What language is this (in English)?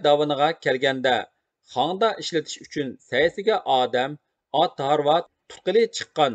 Uyghur